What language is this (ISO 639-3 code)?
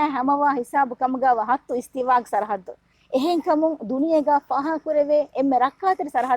div